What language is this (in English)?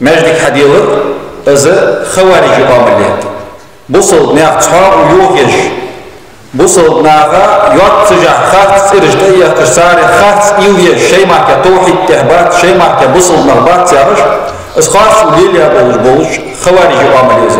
Ingush